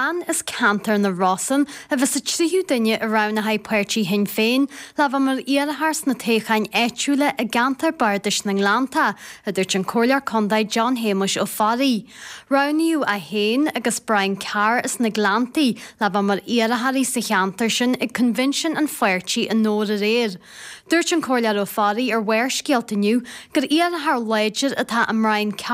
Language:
Irish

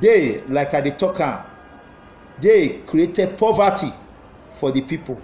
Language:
Nigerian Pidgin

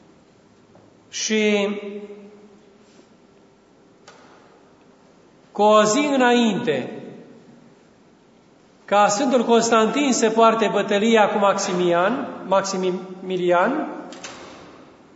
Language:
Romanian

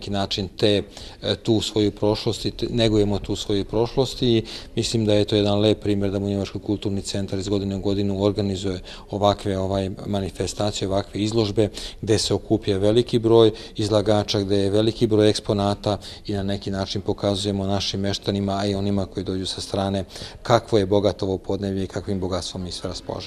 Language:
Serbian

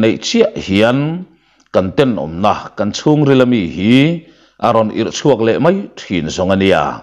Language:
Mizo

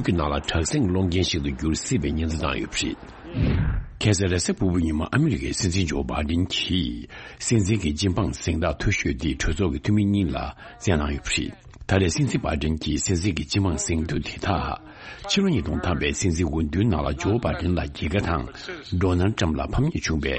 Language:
Tibetan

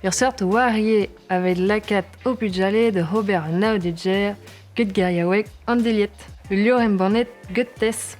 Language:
Breton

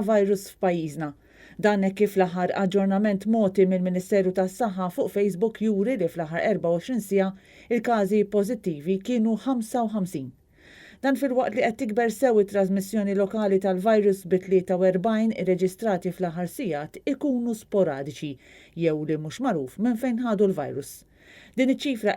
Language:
Maltese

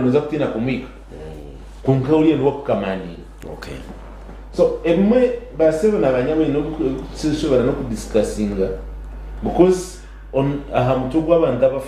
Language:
Nyankole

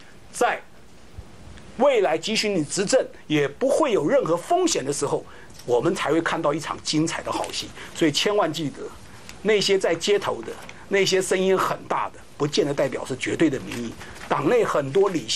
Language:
Chinese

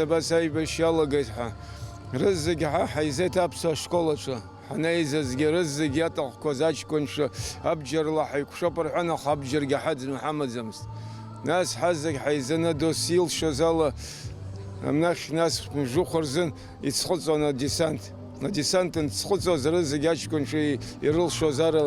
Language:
Abkhazian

